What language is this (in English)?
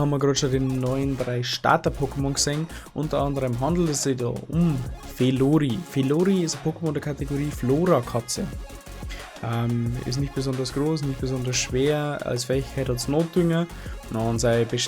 Bavarian